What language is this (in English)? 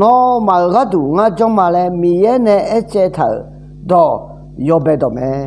Akha